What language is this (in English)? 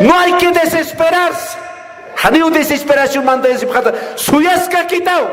Aymara